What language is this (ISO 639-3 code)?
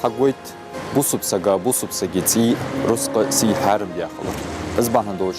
inh